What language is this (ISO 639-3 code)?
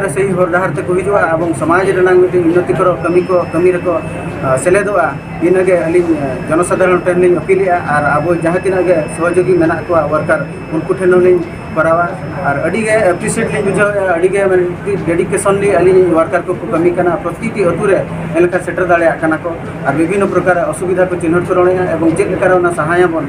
sat